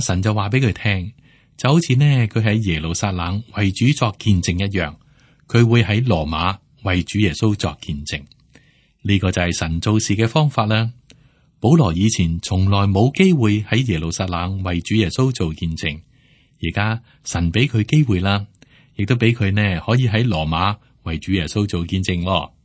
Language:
Cantonese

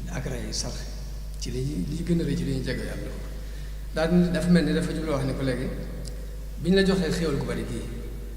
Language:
Wolof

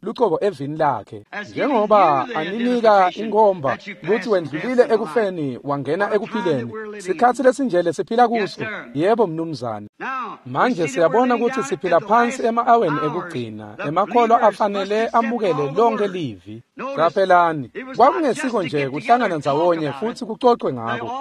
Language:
Swati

